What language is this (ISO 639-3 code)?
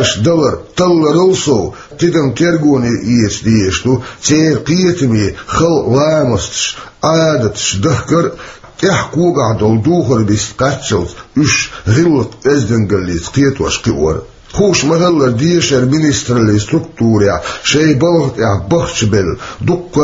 che